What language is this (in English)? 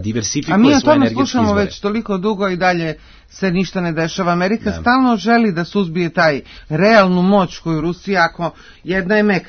Serbian